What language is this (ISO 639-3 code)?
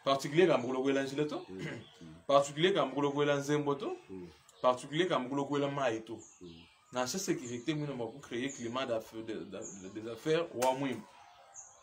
lua